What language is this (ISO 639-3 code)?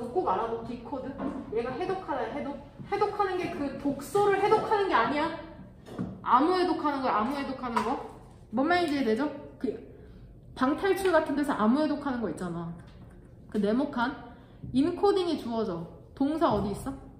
kor